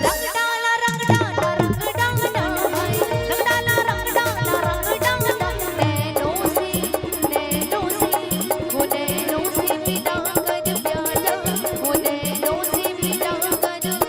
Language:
Chhattisgarhi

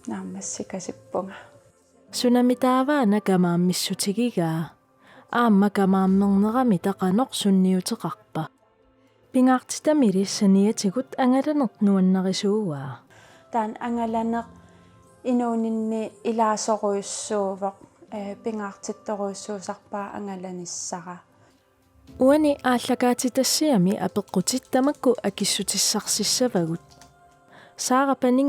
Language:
Kalaallisut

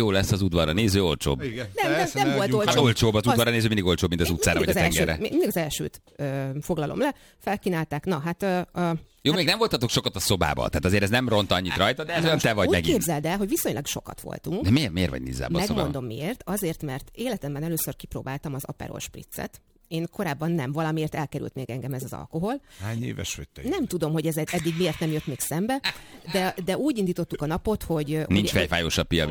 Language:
Hungarian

